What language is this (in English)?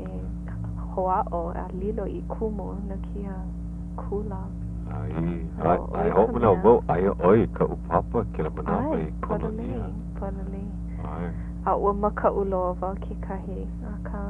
Hawaiian